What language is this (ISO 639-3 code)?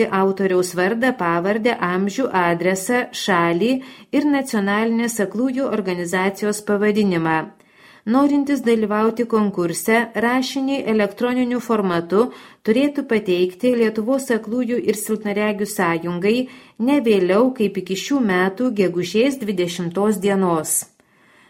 lit